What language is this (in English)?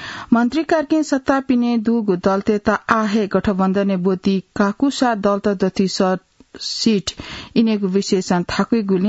Newari